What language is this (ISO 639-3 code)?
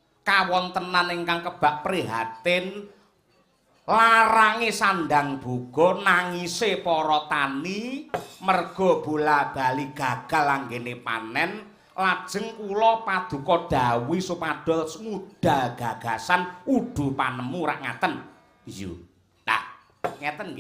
jav